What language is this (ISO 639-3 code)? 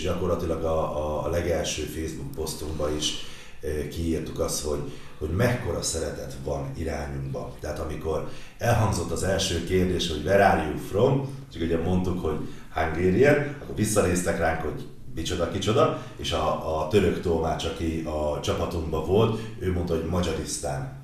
hun